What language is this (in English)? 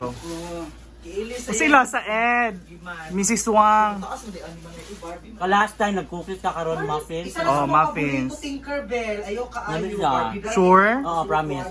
Cebuano